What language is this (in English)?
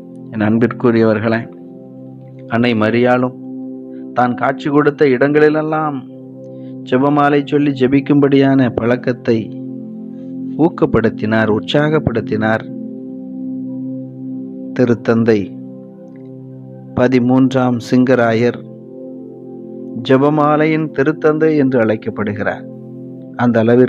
Tamil